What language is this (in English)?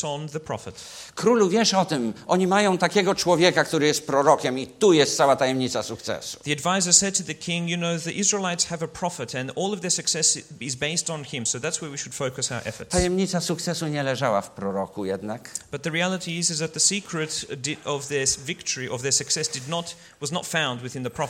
Polish